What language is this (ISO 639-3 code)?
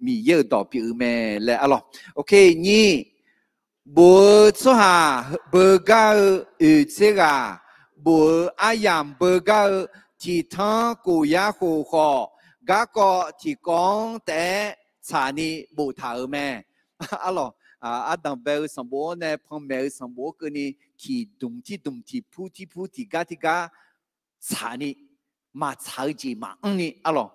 ahk